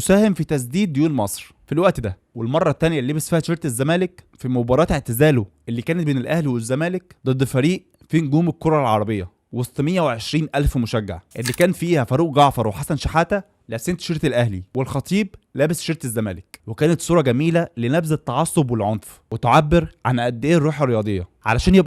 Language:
Egyptian Arabic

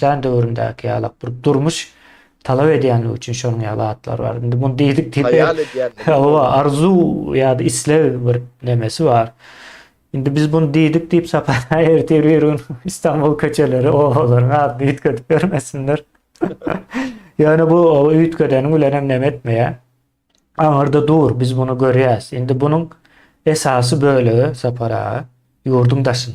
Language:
Turkmen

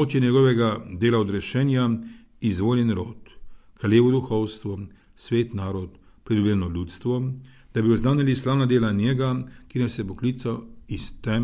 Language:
Slovenian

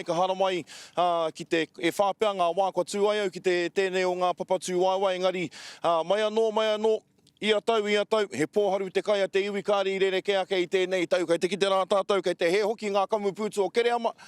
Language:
Māori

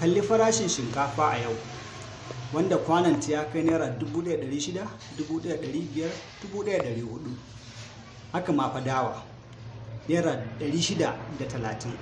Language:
Hausa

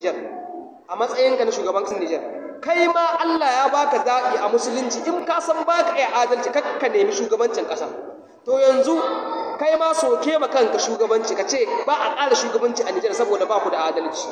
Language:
Hausa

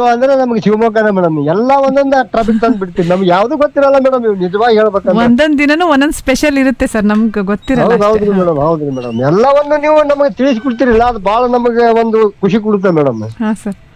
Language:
Kannada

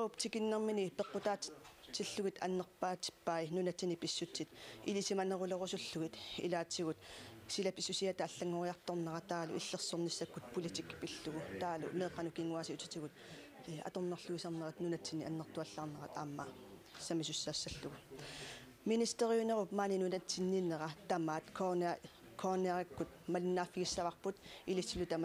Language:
Kalaallisut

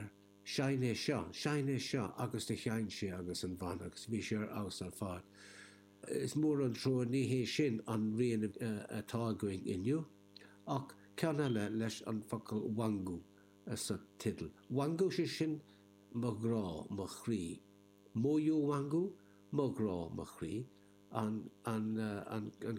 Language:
Irish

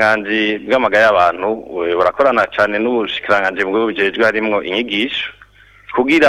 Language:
Rundi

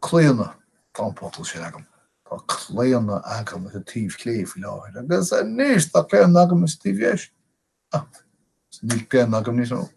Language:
Irish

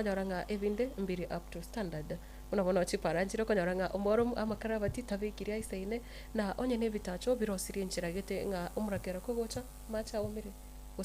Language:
Gusii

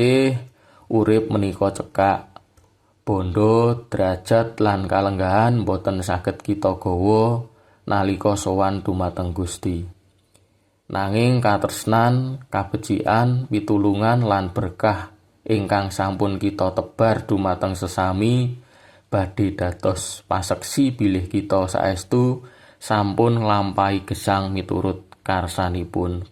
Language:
Javanese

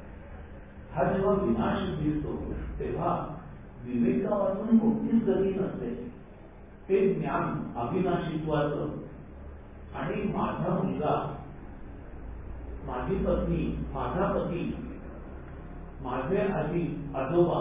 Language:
Marathi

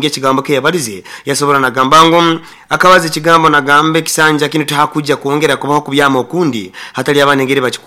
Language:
Nyoro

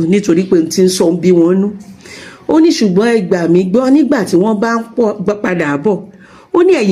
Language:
Yoruba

